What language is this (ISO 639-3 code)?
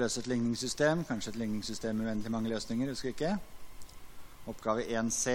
nor